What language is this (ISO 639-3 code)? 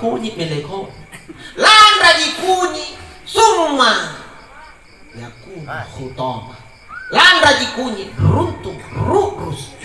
mak